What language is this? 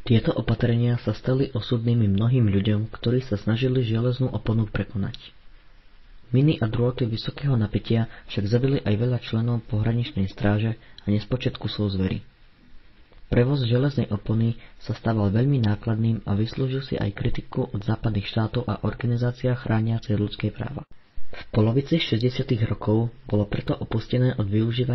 Slovak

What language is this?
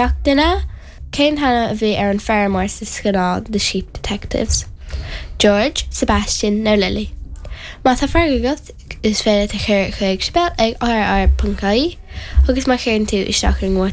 Irish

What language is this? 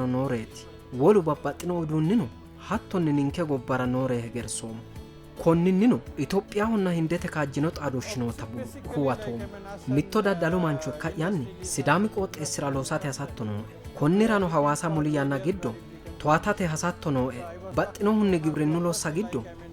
Sidamo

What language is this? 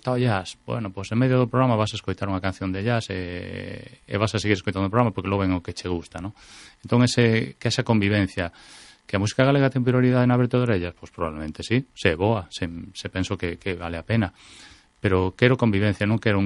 Galician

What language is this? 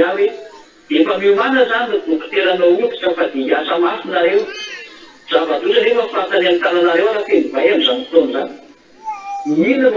Malagasy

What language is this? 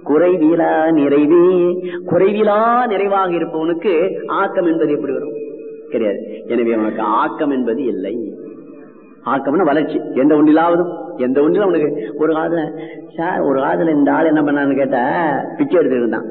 Tamil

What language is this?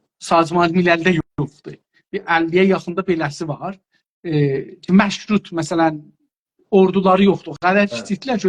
South Azerbaijani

